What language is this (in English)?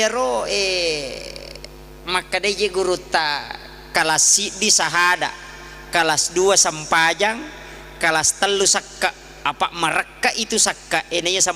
Buginese